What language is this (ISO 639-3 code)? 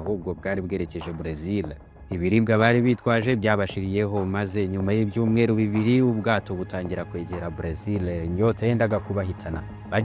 kin